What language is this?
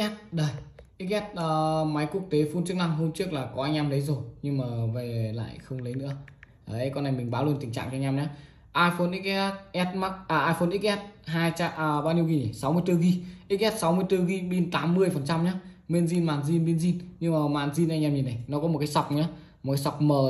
Vietnamese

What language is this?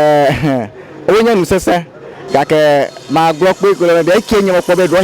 Ewe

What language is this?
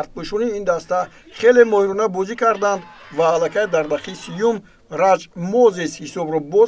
Tajik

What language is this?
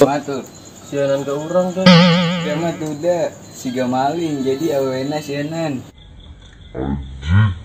Sundanese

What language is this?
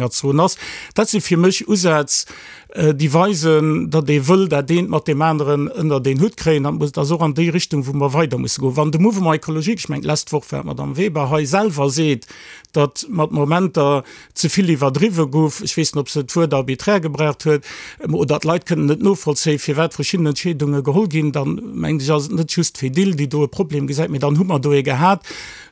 Luxembourgish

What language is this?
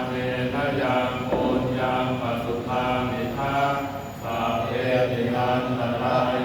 Pali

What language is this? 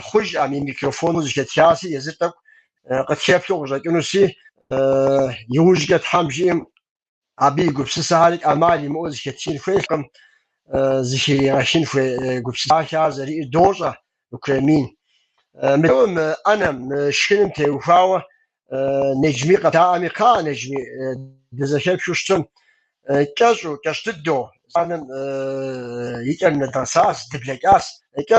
Kabardian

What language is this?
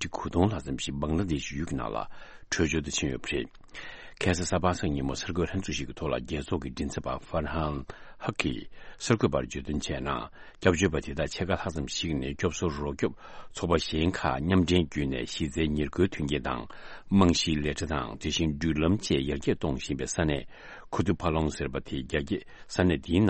Tibetan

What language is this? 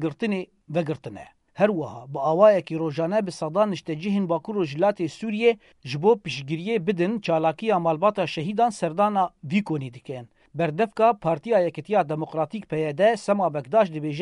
Kurdish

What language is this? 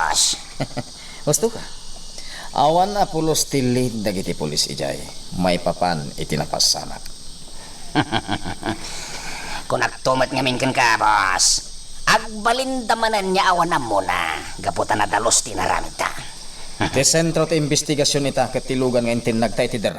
Iloko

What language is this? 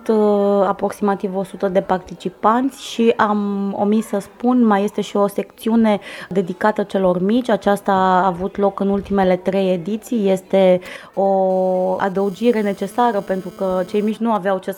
Romanian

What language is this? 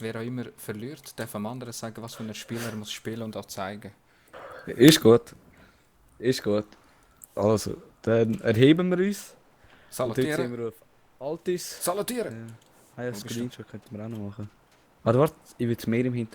Swiss German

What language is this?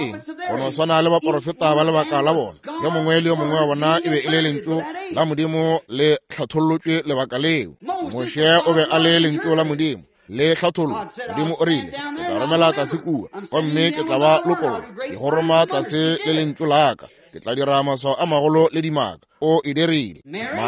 Northern Sotho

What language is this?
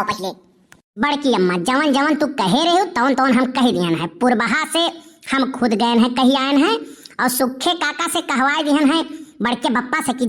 Awadhi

